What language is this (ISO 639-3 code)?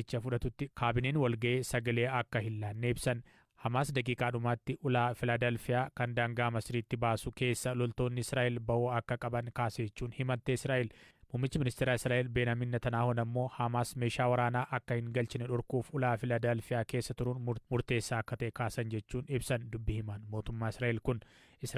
orm